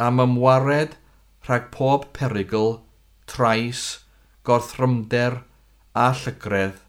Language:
Welsh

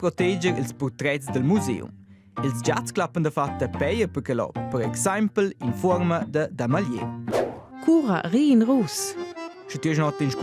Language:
Romansh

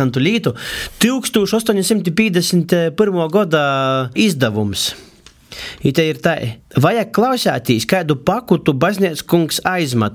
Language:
Latvian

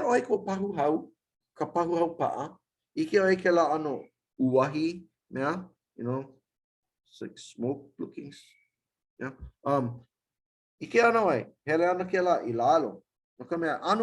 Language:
Hawaiian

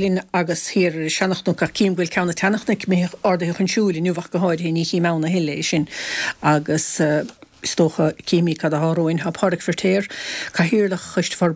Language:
Irish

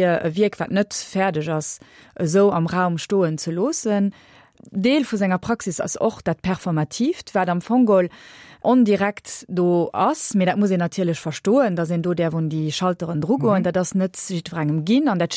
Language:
Luxembourgish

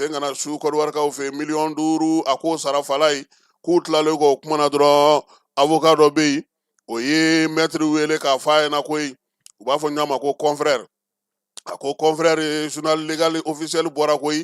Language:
Bambara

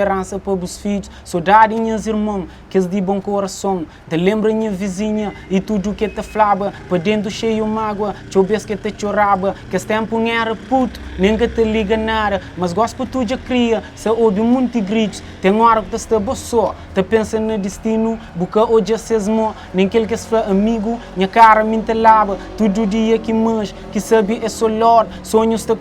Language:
Kabuverdianu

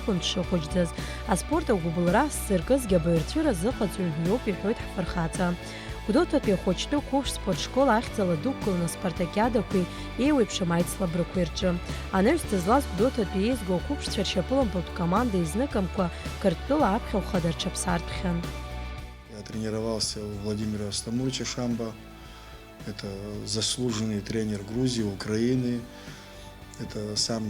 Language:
Abkhazian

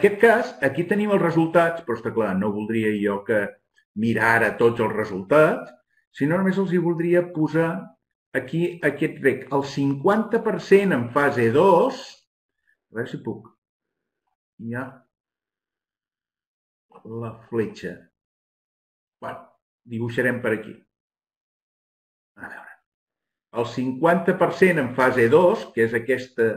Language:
Catalan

